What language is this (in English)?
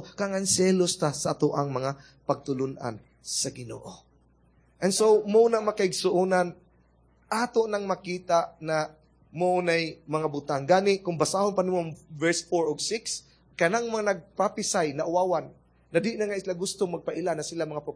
Cebuano